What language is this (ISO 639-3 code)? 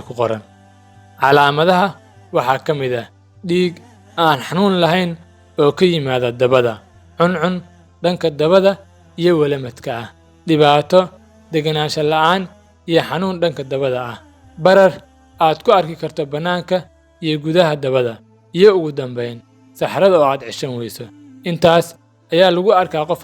som